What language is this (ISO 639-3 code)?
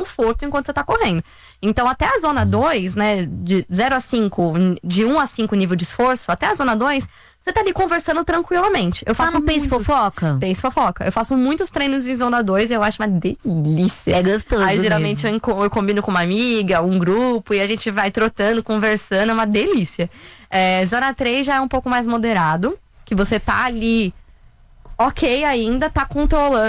por